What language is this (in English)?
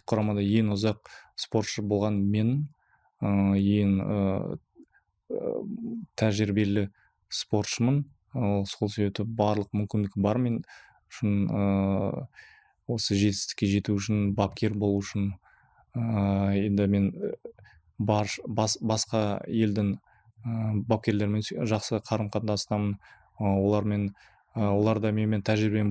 Kazakh